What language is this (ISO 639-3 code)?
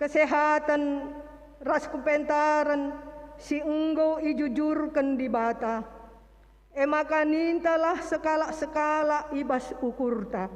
btx